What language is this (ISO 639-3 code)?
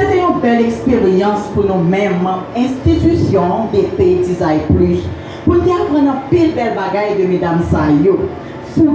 hat